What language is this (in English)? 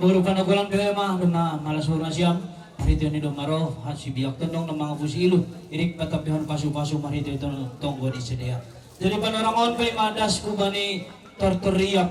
Batak Simalungun